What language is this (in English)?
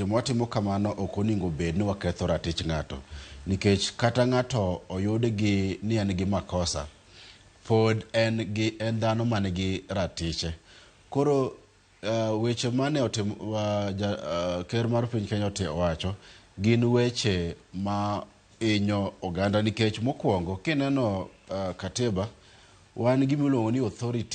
Luo (Kenya and Tanzania)